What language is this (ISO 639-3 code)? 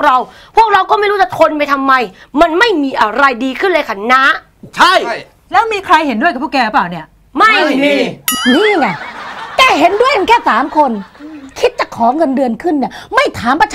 tha